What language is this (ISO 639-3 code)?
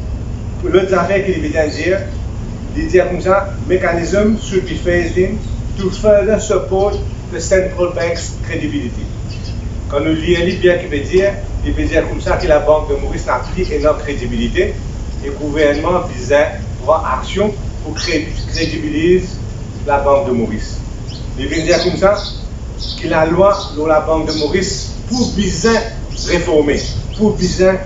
mfe